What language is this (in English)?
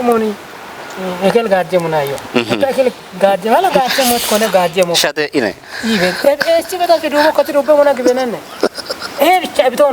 Kafa